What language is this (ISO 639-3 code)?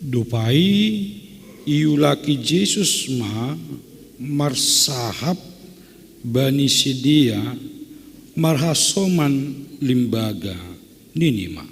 bts